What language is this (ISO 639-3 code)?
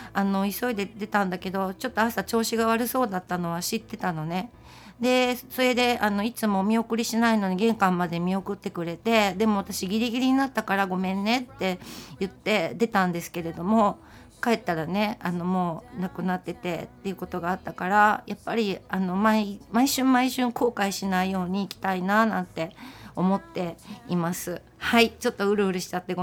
jpn